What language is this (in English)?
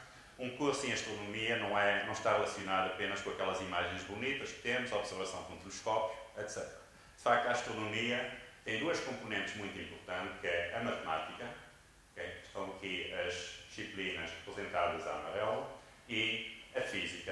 Portuguese